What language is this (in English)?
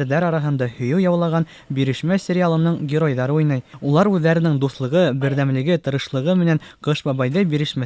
Bashkir